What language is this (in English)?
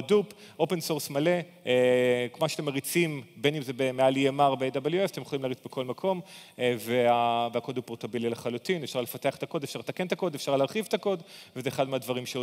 Hebrew